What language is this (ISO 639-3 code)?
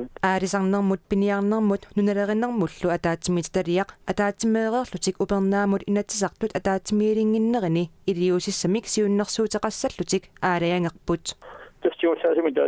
kal